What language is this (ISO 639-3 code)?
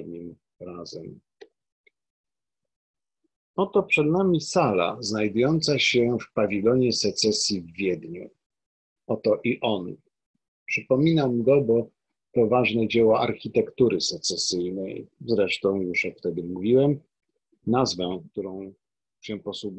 pol